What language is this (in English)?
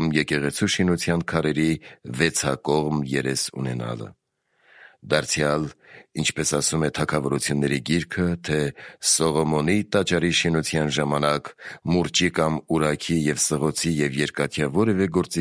Armenian